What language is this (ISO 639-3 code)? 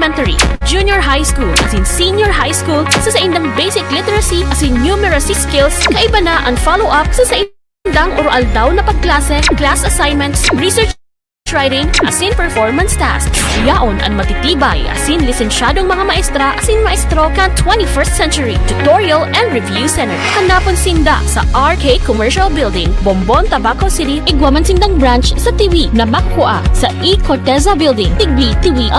bik